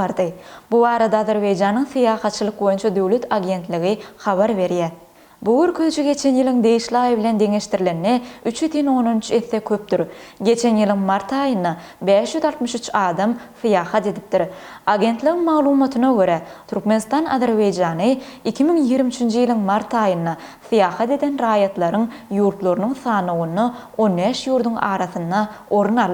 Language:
Turkmen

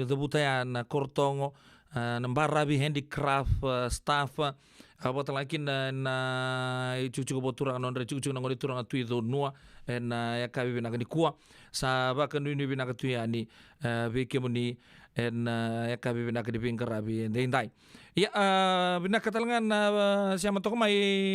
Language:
Fijian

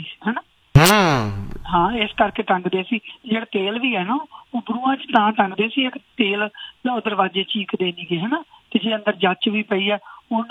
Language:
Punjabi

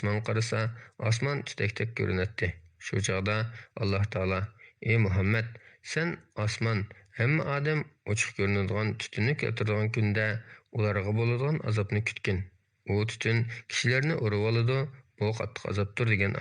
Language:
Uyghur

